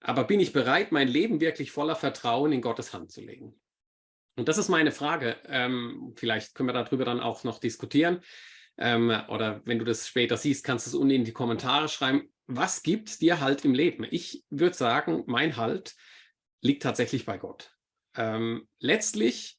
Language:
Swiss German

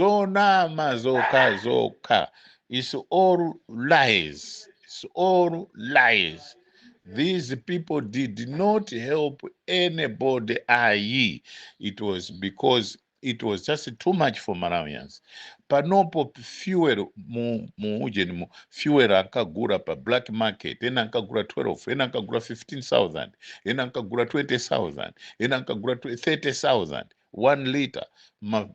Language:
Nyanja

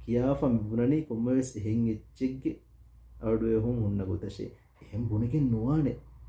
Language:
Divehi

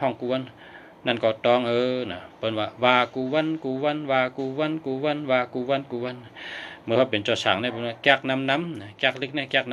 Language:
Shan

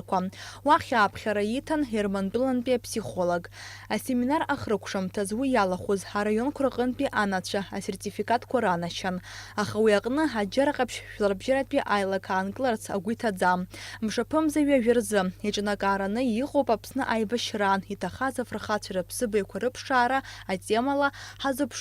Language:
Abkhazian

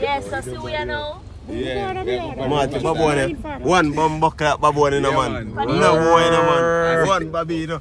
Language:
Jamaican Creole English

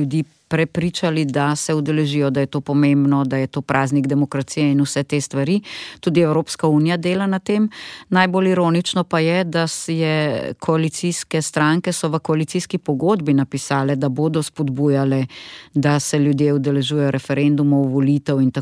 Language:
Slovenian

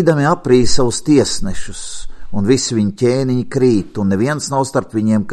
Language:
Latvian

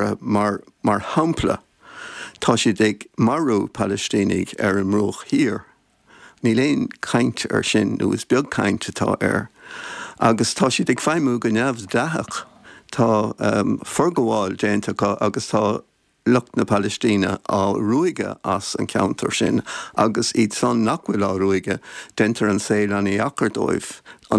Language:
Irish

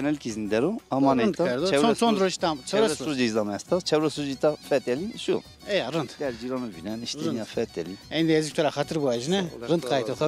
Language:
Zaza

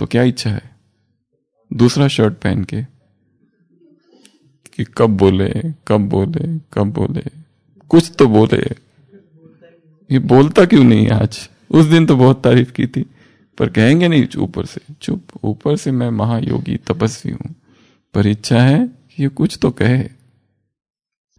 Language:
Hindi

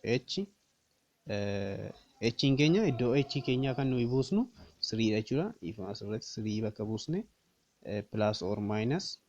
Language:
Oromo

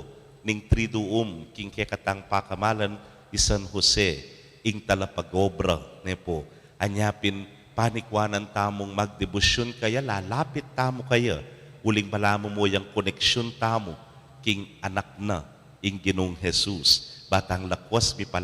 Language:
Pampanga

